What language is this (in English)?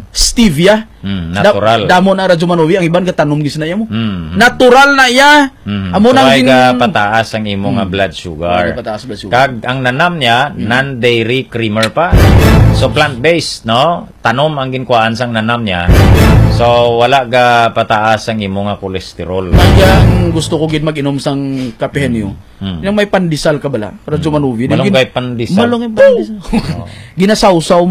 Hiligaynon